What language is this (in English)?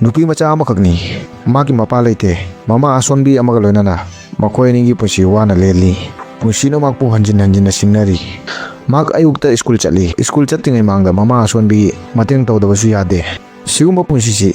Manipuri